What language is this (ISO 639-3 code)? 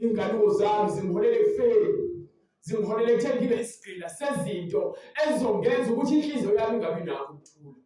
zul